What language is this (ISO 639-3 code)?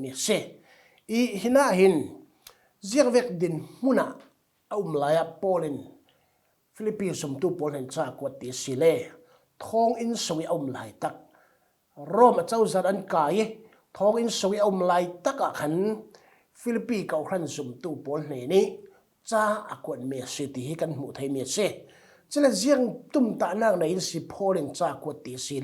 cfm